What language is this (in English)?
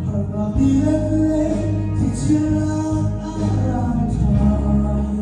Hakha Chin